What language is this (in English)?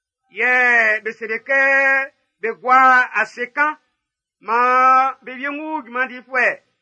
Baoulé